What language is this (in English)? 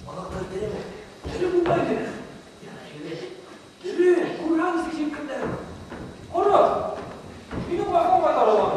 Bashkir